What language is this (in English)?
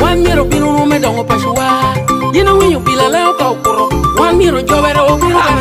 Lango (Uganda)